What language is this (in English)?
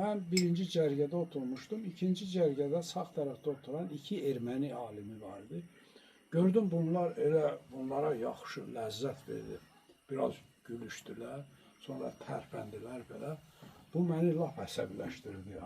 Azerbaijani